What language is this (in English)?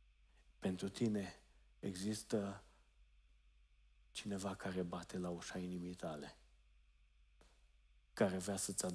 Romanian